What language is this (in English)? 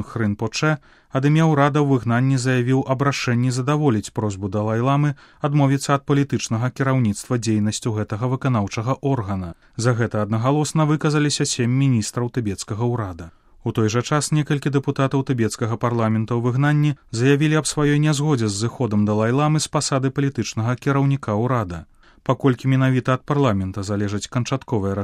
Belarusian